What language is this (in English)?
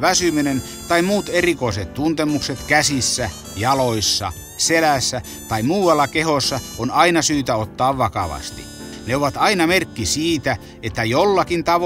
Finnish